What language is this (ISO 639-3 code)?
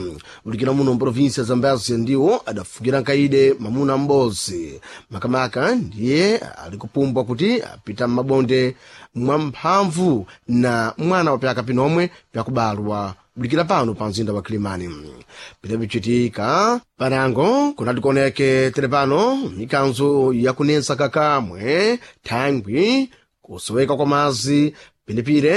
seh